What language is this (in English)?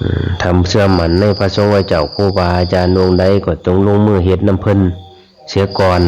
Lao